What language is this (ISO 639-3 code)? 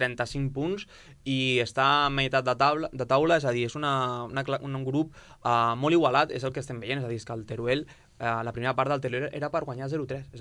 cat